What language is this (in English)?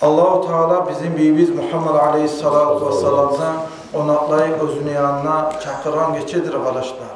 Kumyk